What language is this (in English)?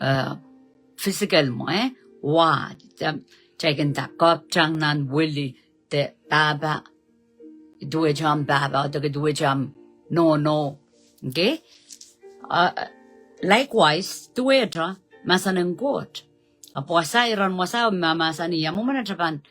Pohnpeian